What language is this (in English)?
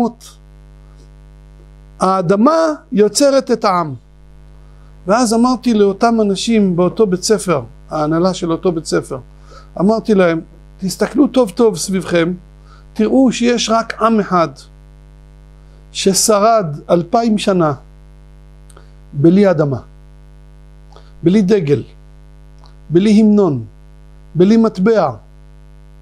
Hebrew